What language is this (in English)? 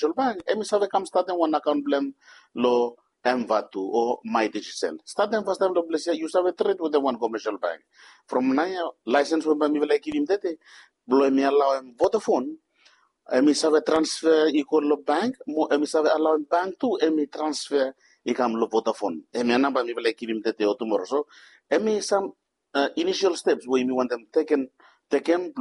Bislama